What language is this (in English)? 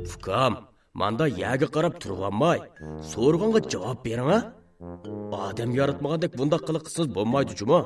Uyghur